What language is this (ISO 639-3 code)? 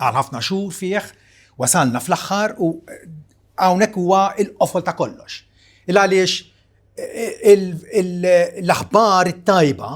mlt